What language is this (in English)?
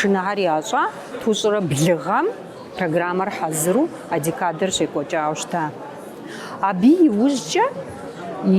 Kabardian